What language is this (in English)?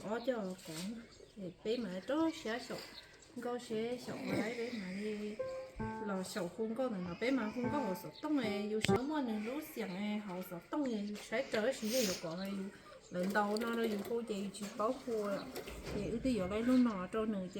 Hmong